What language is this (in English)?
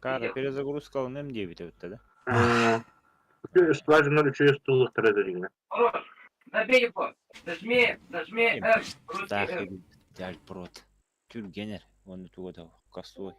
Yakut